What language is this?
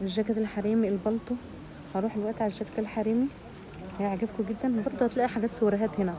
Egyptian Arabic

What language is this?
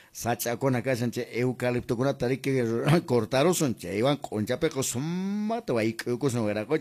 Quechua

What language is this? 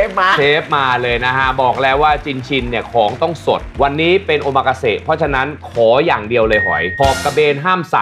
Thai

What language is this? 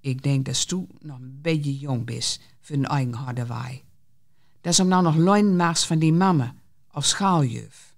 Gronings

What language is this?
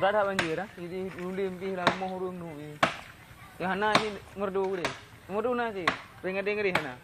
Achinese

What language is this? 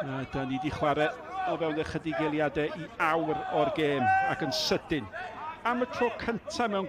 Welsh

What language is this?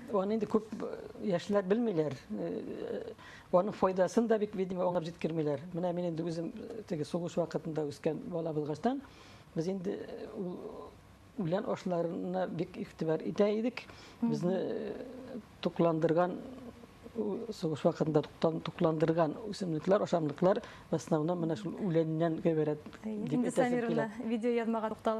Bashkir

